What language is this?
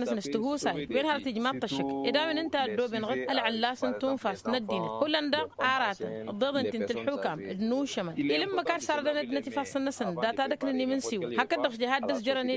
Tamasheq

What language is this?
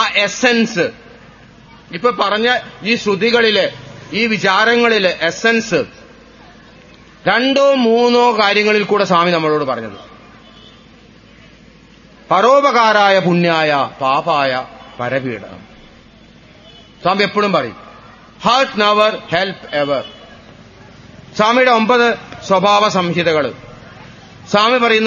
Malayalam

